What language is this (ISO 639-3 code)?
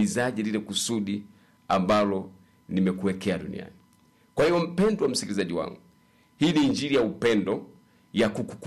swa